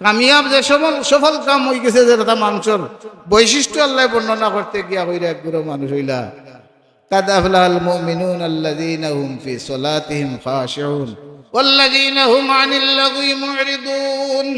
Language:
Sylheti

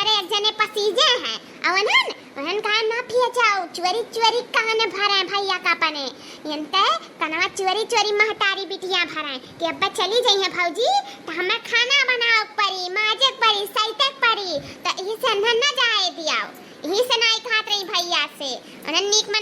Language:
Awadhi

